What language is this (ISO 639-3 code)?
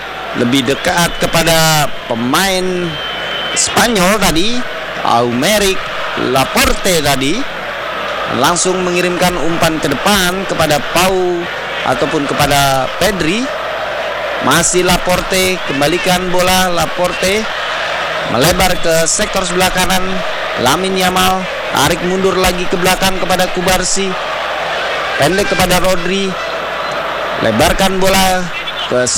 ind